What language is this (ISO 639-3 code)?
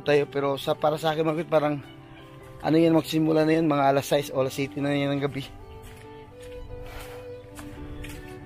fil